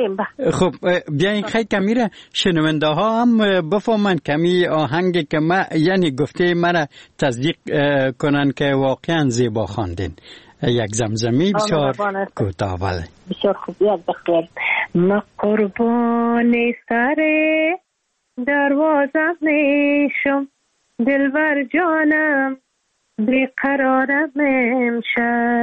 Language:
Persian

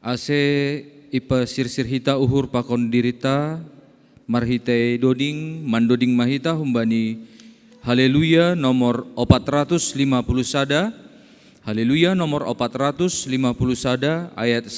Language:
Batak Simalungun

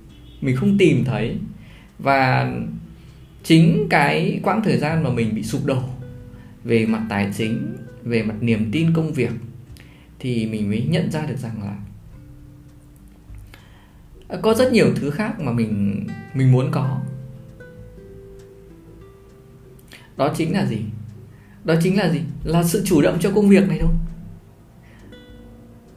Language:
Vietnamese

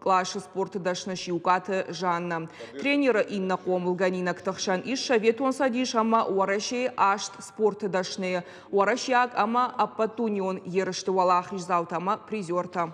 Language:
Ossetic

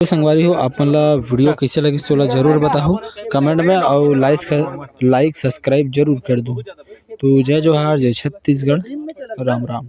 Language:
Chhattisgarhi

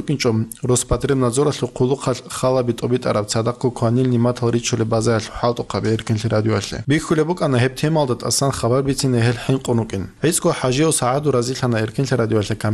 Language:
Avaric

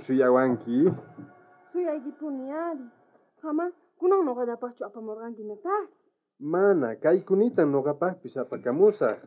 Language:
South Bolivian Quechua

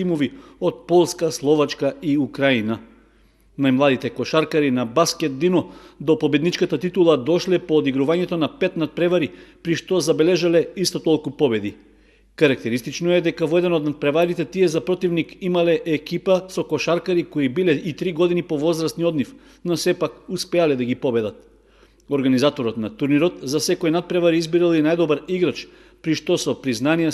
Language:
Macedonian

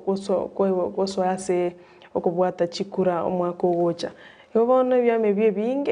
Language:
Gusii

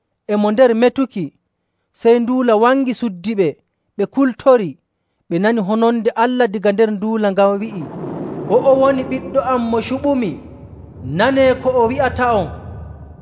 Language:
Nigerian Fulfulde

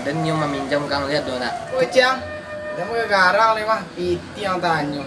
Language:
Minangkabau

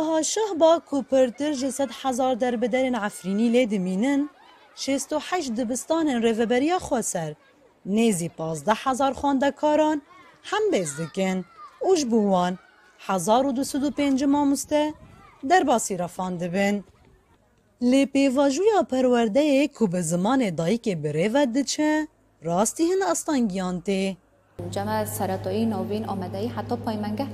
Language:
Kurdish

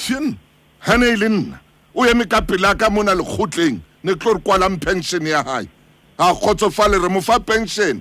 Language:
Southern Sotho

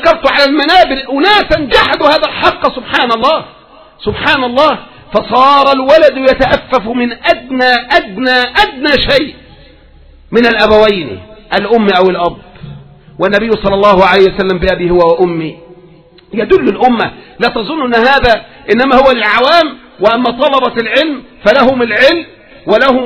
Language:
Arabic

